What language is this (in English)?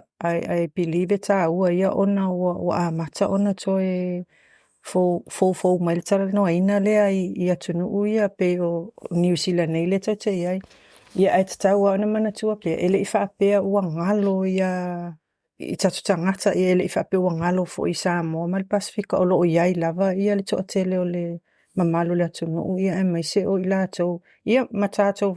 Samoan